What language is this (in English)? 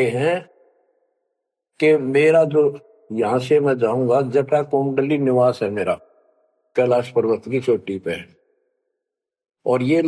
Hindi